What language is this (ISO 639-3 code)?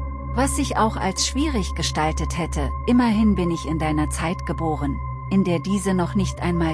deu